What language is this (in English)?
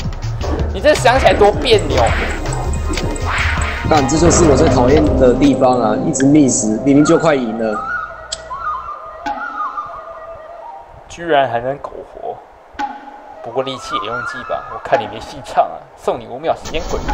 Chinese